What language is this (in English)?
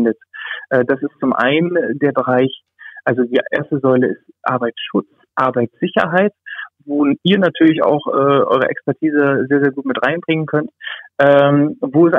German